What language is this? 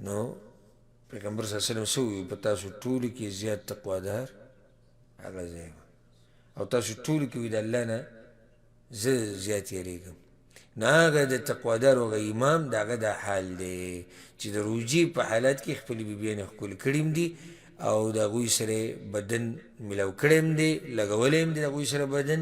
Pashto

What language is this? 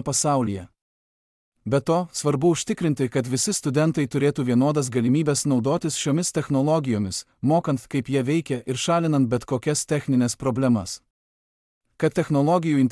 Lithuanian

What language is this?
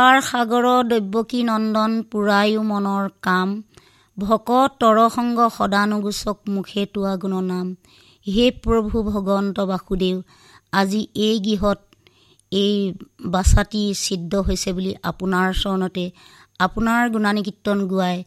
Assamese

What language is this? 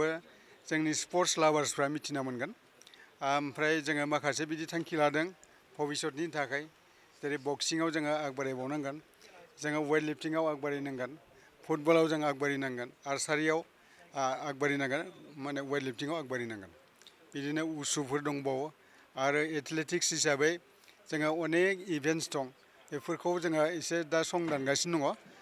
Bodo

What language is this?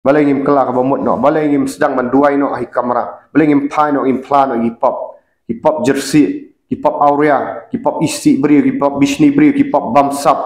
Khasi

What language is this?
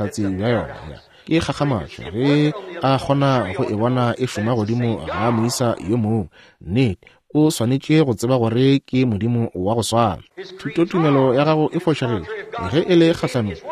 Northern Sotho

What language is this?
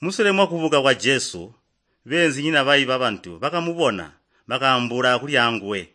Tonga (Zambia)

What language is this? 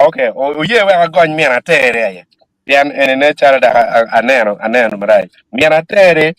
Acoli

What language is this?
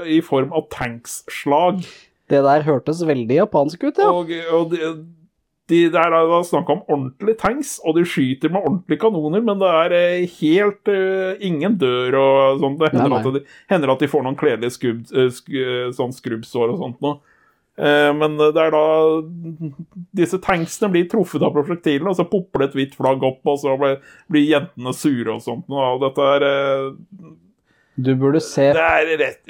Norwegian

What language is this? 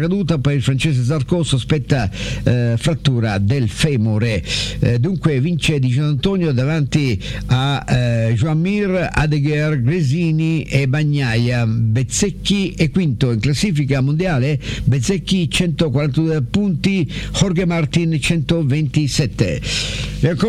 Italian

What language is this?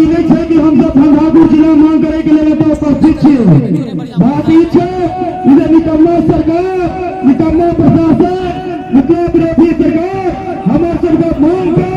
Maithili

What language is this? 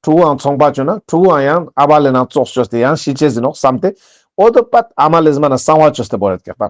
Ladakhi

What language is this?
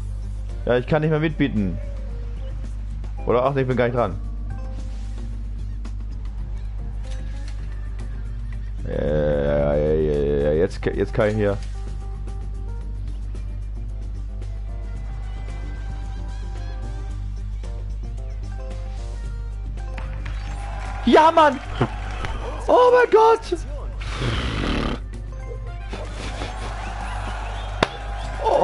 German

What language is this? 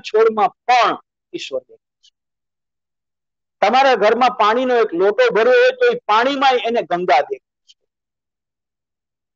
Gujarati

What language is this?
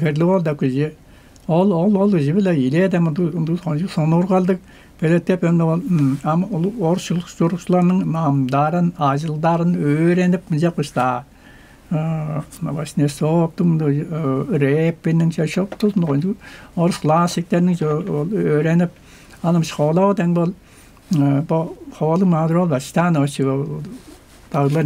Tuvinian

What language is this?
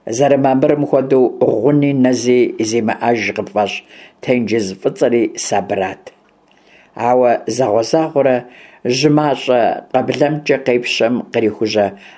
Kabardian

